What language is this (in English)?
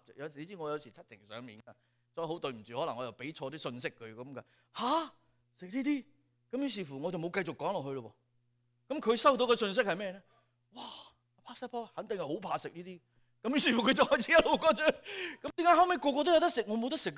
Cantonese